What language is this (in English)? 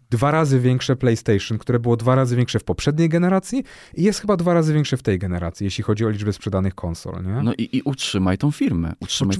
Polish